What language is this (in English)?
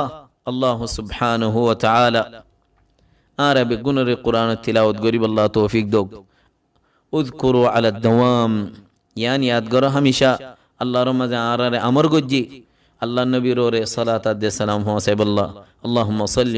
Rohingya